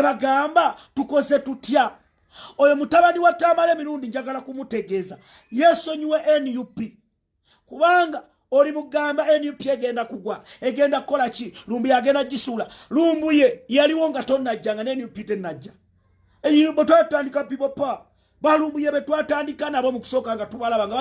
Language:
Ganda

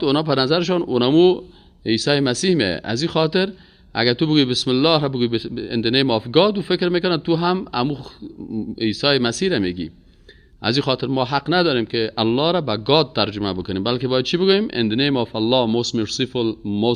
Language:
Persian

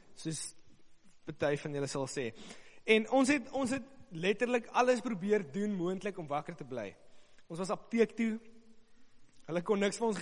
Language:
Afrikaans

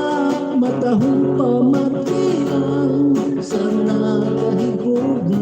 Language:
Hiligaynon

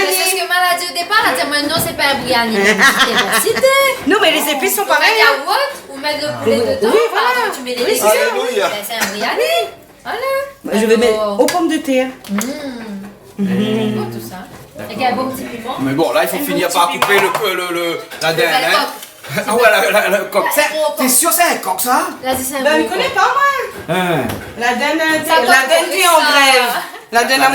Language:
Réunion Creole French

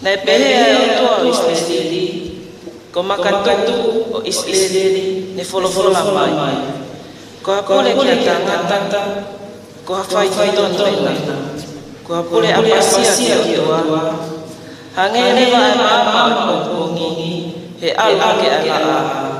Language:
Tongan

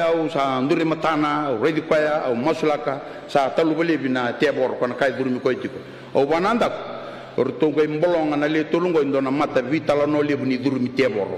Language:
Fijian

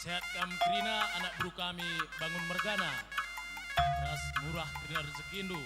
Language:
Batak Karo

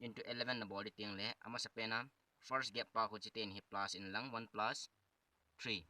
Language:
Thado Chin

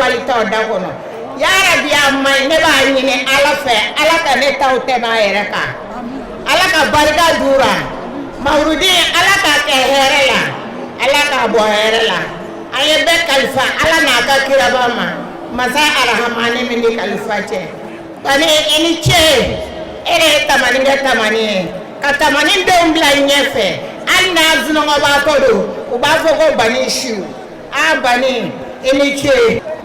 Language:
Bambara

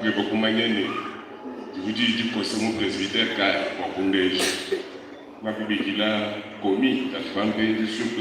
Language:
Luba-Lulua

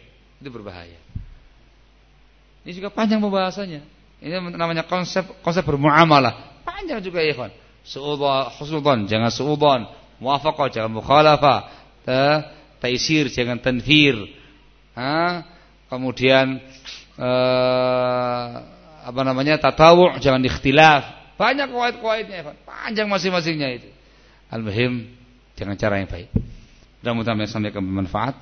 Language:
Indonesian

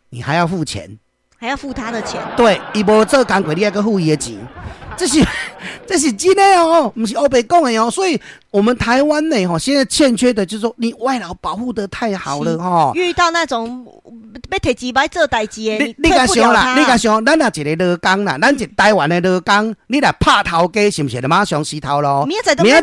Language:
Min Nan Chinese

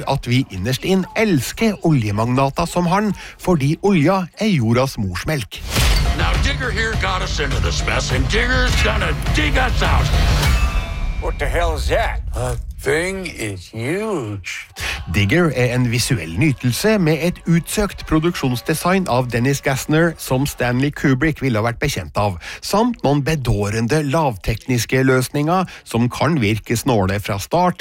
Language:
Norwegian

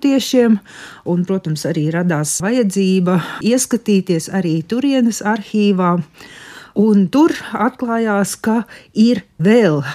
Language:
Latvian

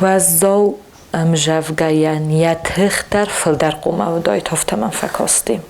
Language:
Ossetic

